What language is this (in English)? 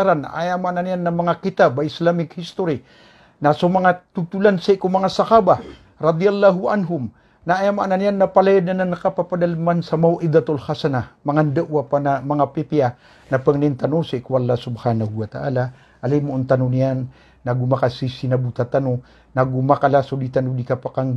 Maranao